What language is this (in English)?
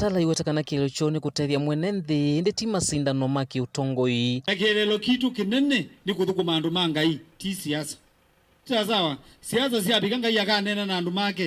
Kamba